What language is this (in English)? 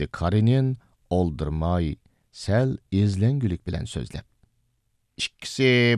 Uyghur